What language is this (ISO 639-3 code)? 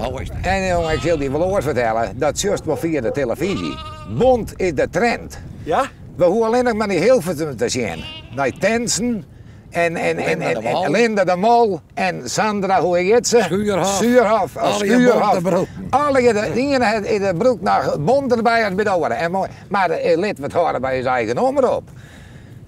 fry